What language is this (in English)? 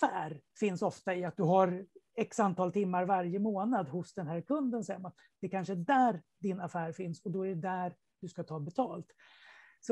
Swedish